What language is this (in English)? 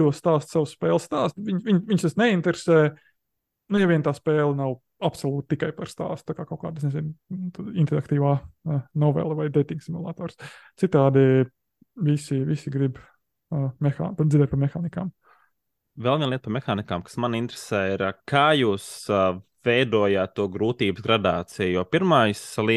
Latvian